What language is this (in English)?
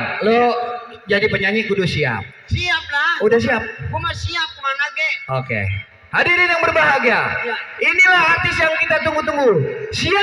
Betawi